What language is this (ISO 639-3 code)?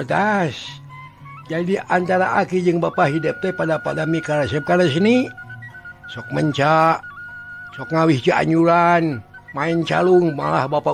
sun